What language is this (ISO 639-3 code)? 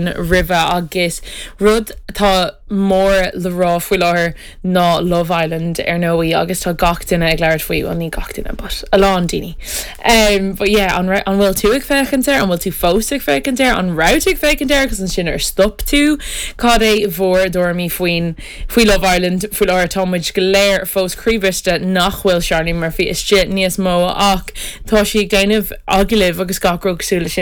gle